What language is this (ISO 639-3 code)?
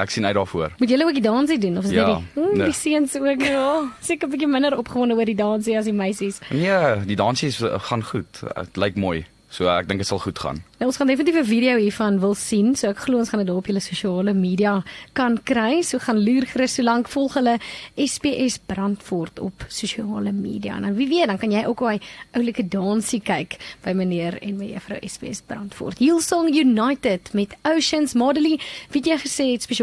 afr